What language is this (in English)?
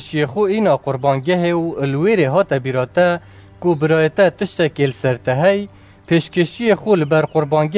Kurdish